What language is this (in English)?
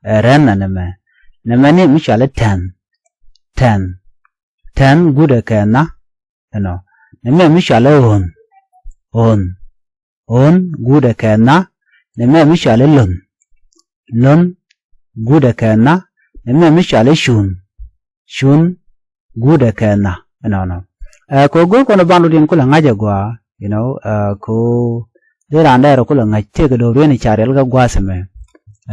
Nuer